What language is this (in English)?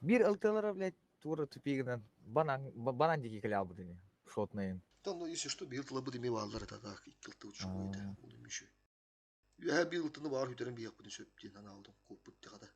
Yakut